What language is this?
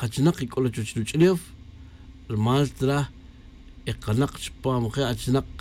Tz'utujil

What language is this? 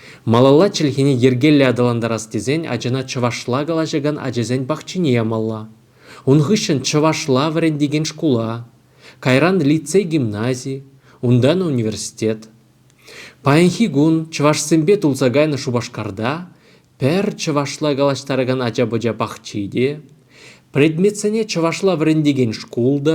Chuvash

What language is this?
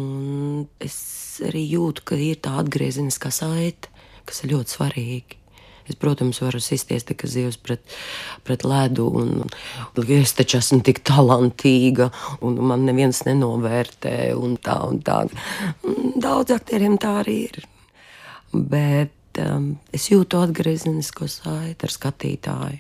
Latvian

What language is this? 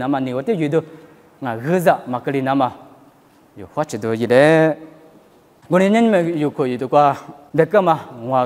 Lisu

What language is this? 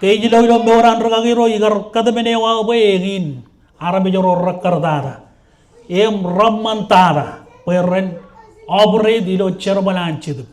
Marshallese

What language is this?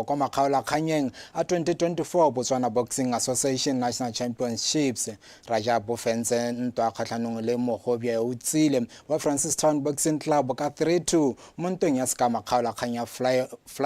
Tswana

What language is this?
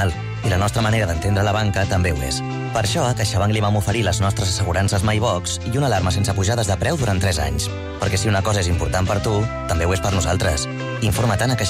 Catalan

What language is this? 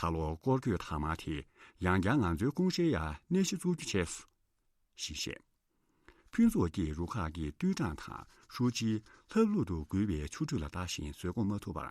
Tibetan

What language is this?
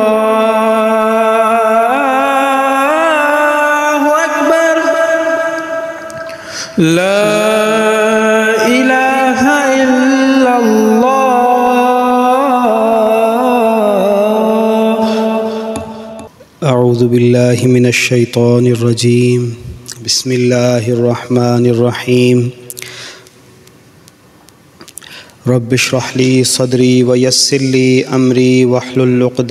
Urdu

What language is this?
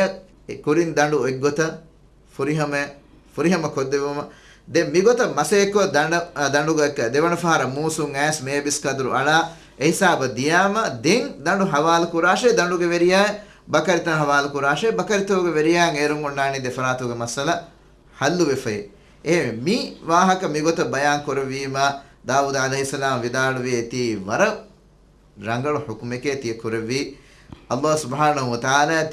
Divehi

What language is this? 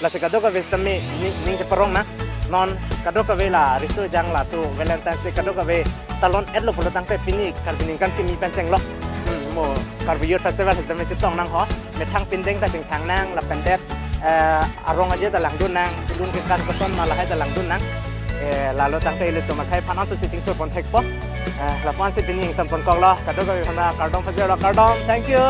Karbi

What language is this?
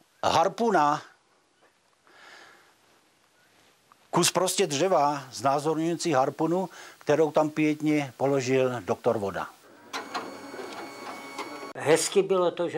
Czech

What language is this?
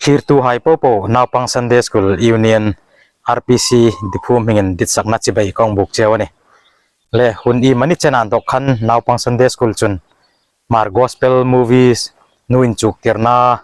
Hmar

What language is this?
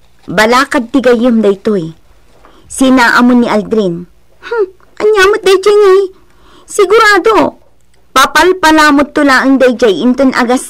Iloko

